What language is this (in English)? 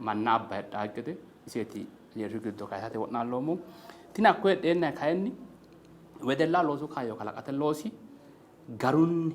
Sidamo